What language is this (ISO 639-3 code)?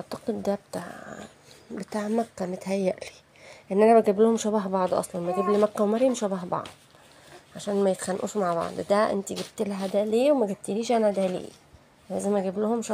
arz